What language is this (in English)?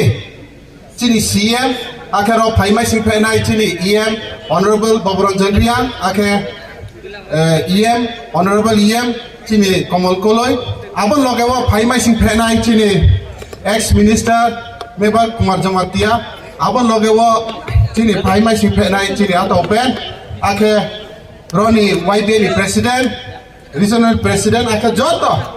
Riang (India)